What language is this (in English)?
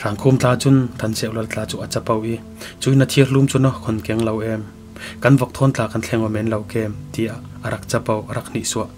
Falam Chin